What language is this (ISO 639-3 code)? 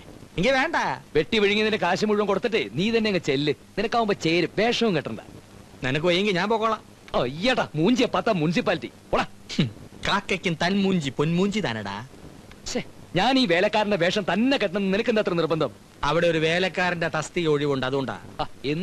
mal